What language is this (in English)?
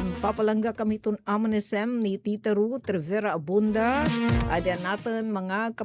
Waray